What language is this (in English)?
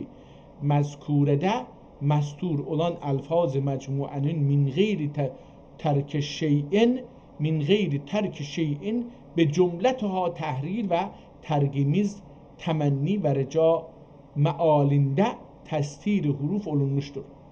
South Azerbaijani